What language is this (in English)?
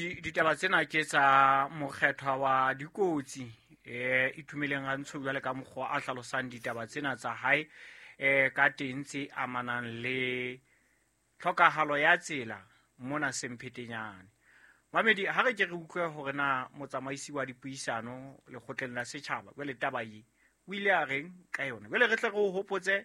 Southern Sotho